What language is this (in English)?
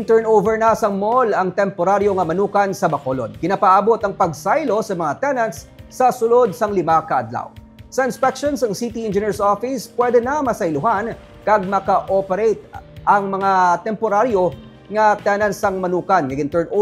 Hiligaynon